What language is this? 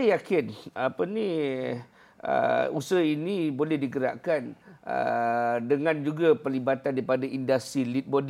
Malay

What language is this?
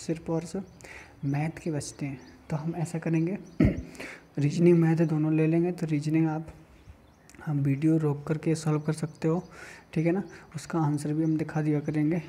Hindi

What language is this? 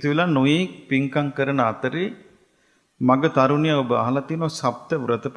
Sinhala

